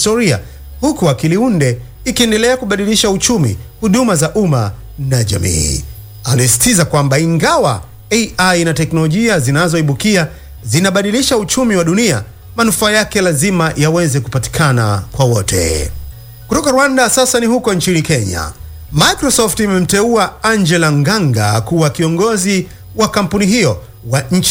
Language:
Swahili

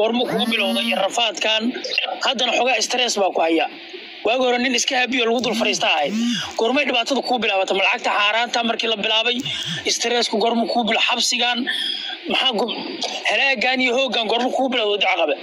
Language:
Somali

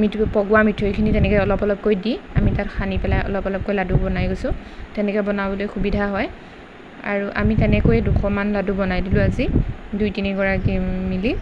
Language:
Assamese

